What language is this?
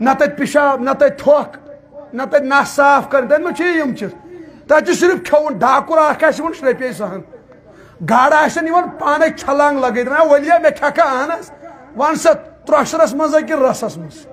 Kashmiri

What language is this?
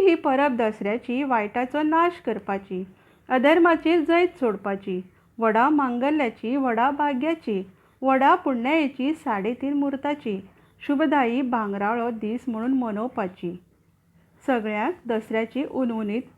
Konkani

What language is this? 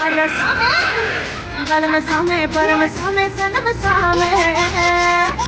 Chhattisgarhi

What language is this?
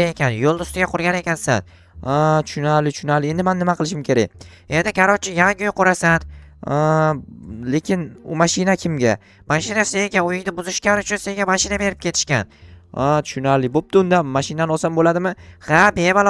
Uzbek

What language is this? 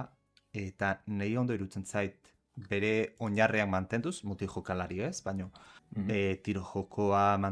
Basque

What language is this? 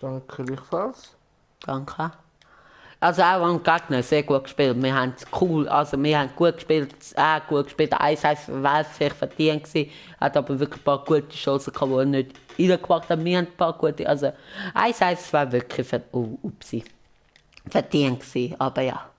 Swiss German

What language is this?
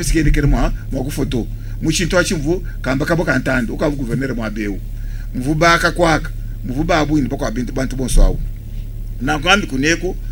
Luba-Lulua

